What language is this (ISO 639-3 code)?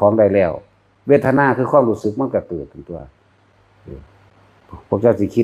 tts